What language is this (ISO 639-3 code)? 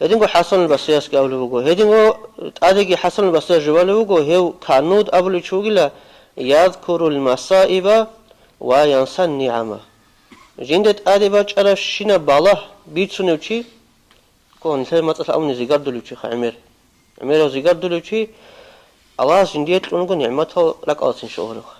ava